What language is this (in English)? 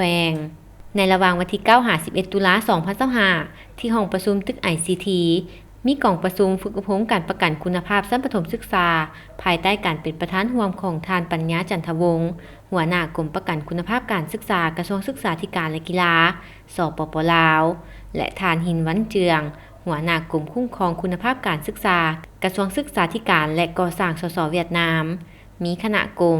Lao